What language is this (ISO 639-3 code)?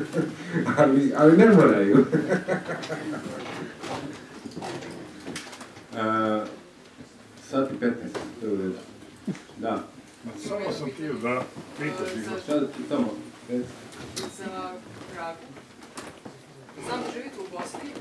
hrv